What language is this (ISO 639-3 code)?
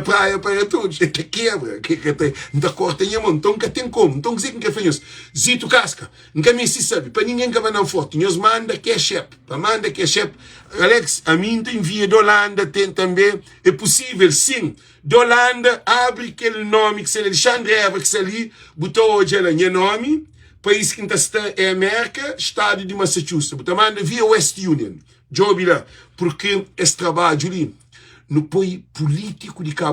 kea